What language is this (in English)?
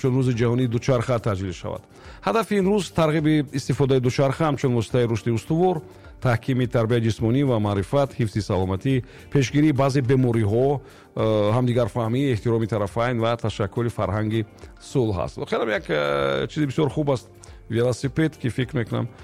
Tajik